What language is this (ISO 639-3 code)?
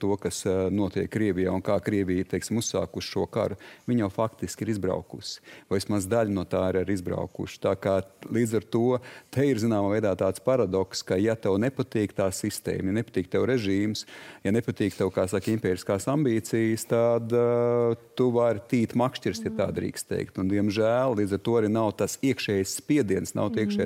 lav